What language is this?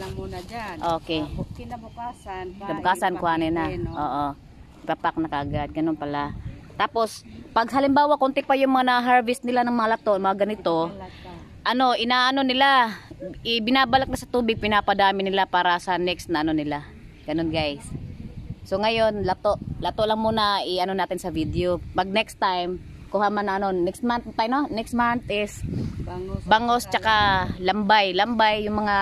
Filipino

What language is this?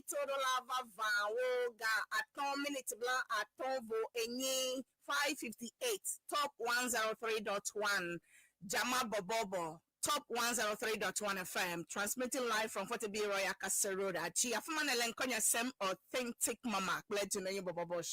Ewe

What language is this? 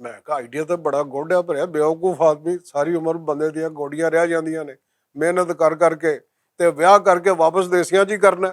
Western Panjabi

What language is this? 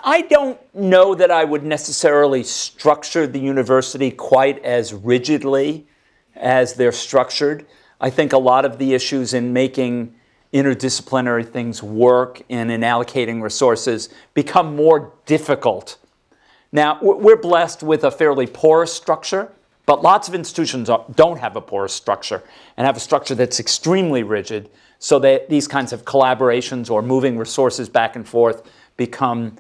English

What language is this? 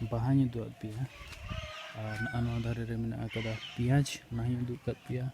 Santali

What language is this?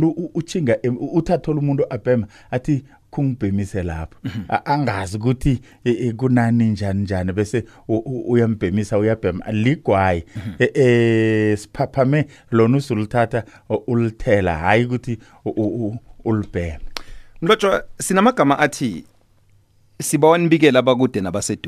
South Ndebele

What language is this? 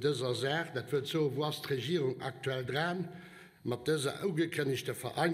Luxembourgish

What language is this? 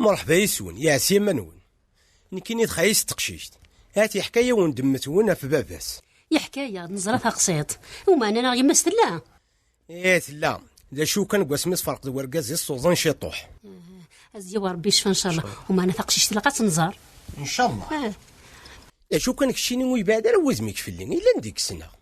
Kabyle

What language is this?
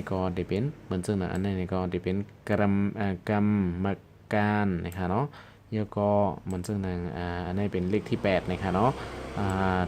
Shan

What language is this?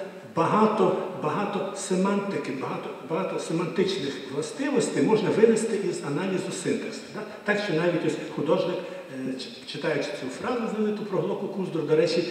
Ukrainian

